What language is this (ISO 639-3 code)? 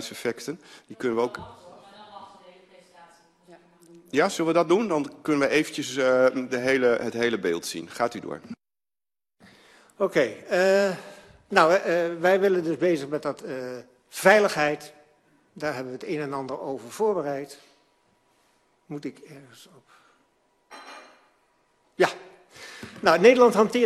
nld